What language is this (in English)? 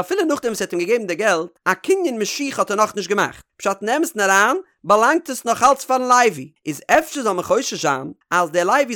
Yiddish